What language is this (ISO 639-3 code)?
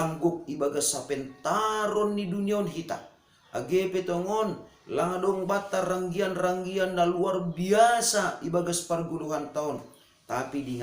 bts